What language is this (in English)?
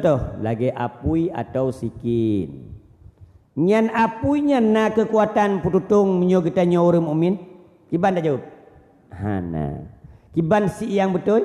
Achinese